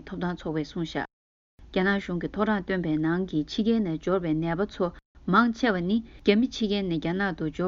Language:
Tibetan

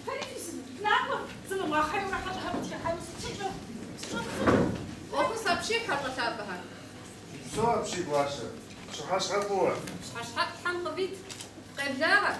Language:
Kabardian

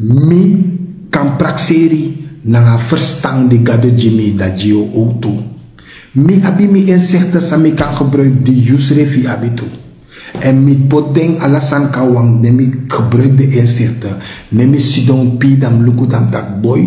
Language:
Sranan Tongo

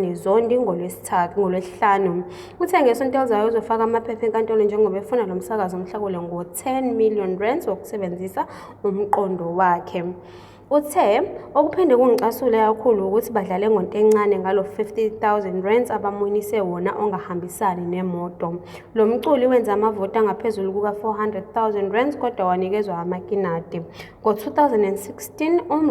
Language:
Zulu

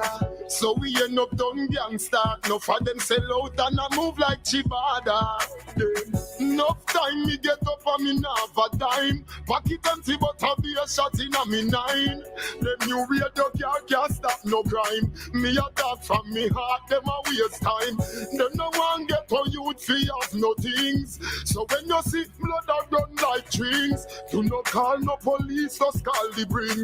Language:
Jamaican Creole English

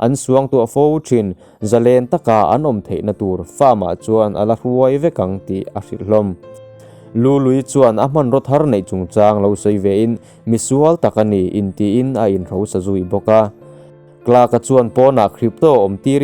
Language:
Mizo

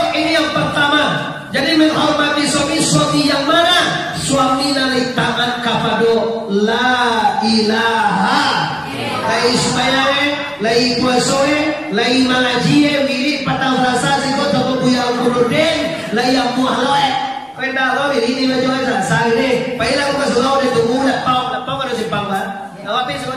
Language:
Minangkabau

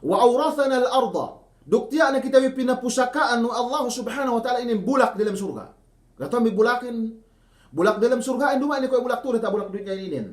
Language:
Yakan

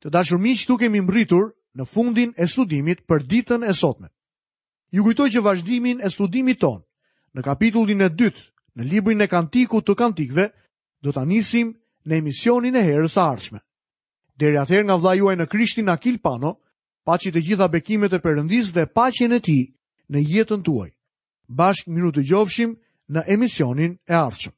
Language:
Albanian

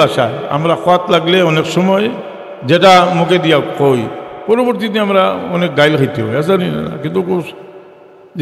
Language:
Sylheti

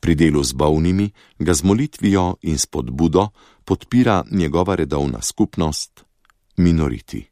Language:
Slovenian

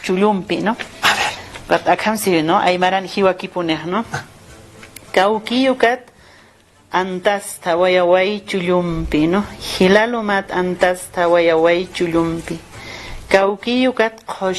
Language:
Aymara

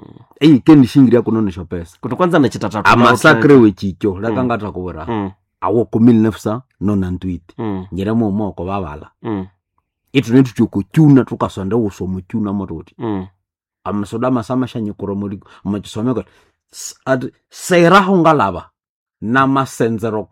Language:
Nande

